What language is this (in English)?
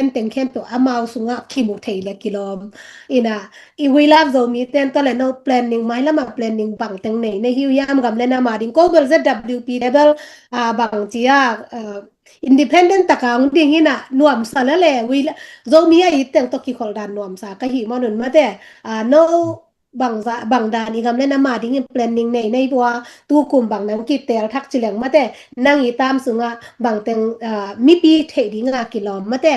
Tedim Chin